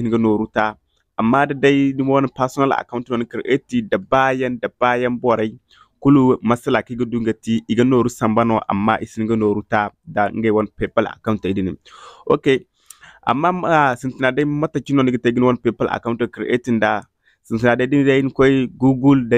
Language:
Zarma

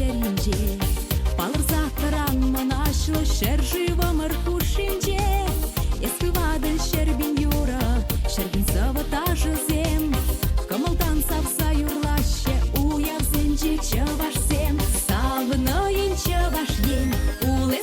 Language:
Chuvash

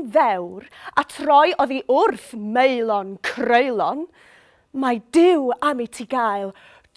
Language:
Welsh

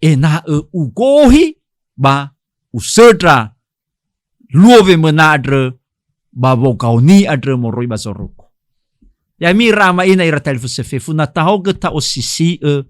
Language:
Nias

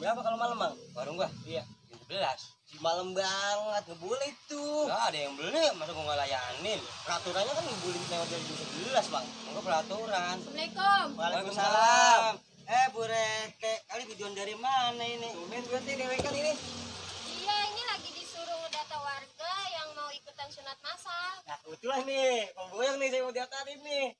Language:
Betawi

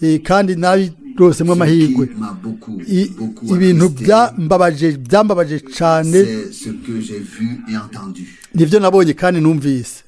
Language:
Rundi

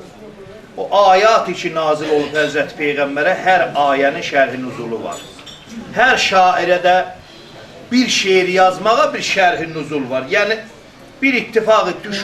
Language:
South Azerbaijani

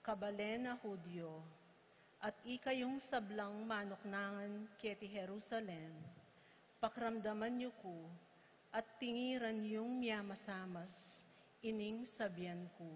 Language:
Pampanga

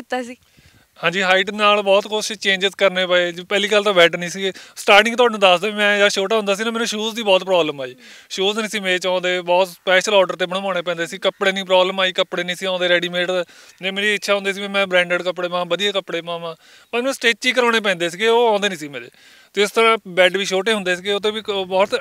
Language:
Punjabi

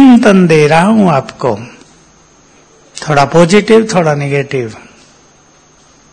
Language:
Hindi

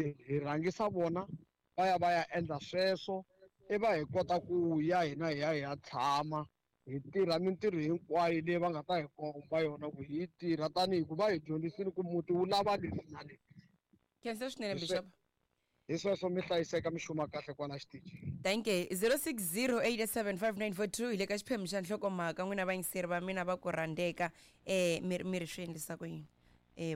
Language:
Tsonga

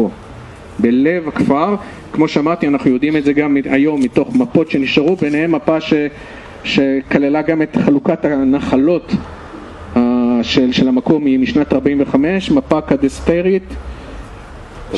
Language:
Hebrew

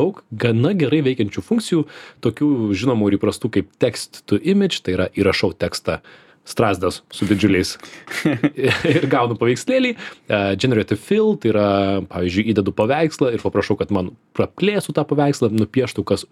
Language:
Lithuanian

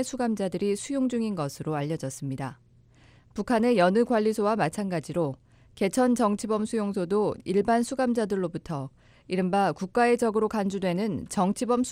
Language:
Korean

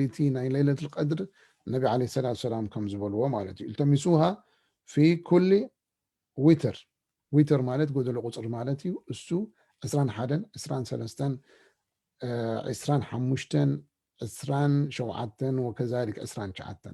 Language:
Tigrinya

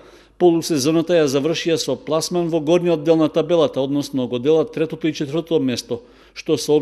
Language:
Macedonian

